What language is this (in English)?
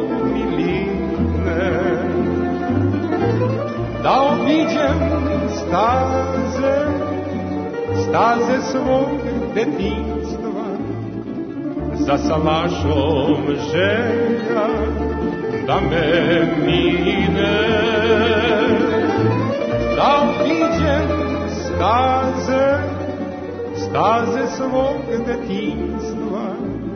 Serbian